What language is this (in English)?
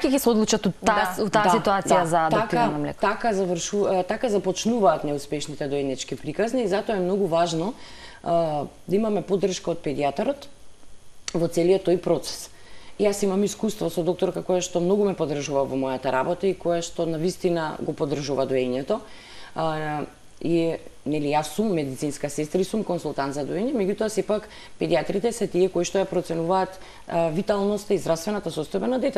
Macedonian